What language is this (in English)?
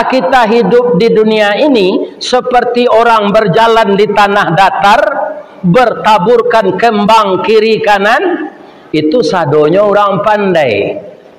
Minangkabau